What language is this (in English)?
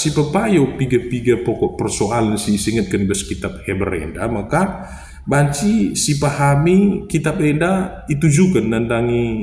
Batak Karo